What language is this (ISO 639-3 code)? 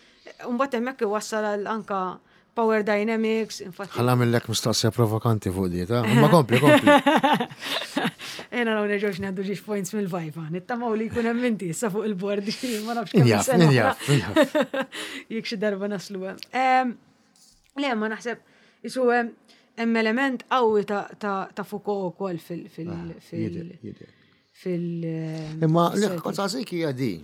mlt